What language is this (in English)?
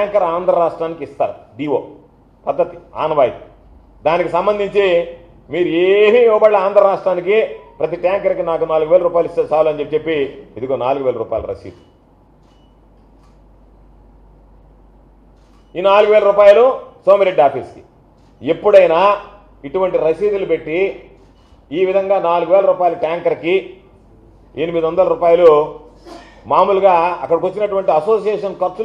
Telugu